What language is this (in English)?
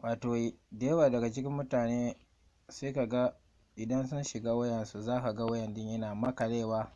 Hausa